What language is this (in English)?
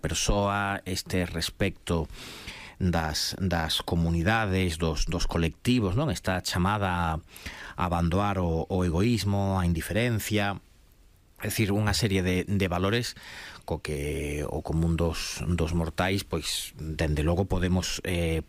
Galician